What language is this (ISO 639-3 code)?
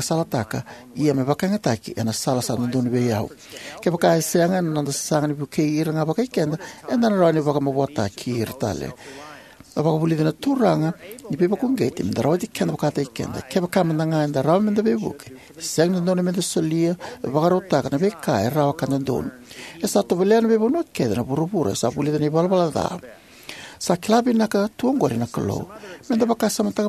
fij